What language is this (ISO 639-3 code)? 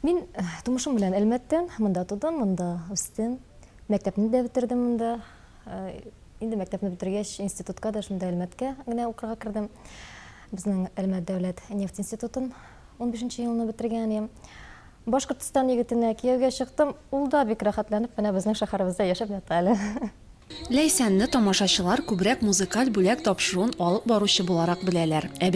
tat